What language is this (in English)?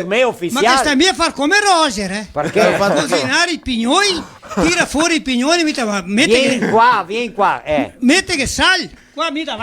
Venetian